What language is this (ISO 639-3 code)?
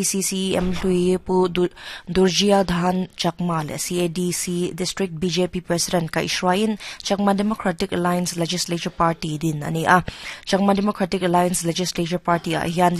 lus